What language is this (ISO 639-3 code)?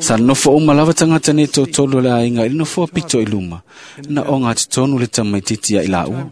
smo